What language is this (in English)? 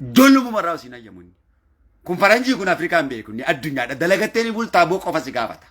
Oromo